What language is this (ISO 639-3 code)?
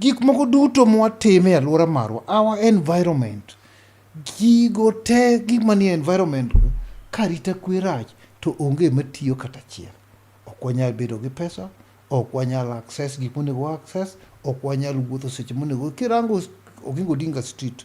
luo